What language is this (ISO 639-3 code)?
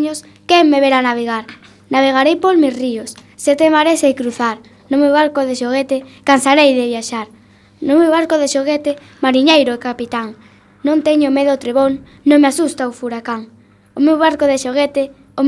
glg